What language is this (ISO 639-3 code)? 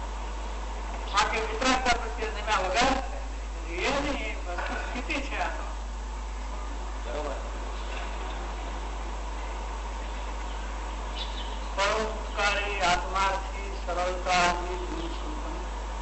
guj